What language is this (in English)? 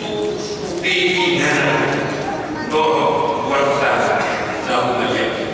Batak Toba